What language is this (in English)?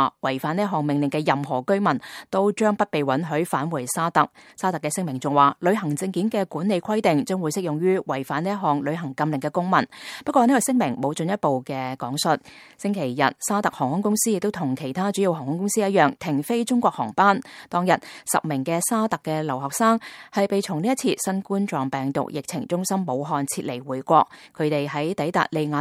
Cantonese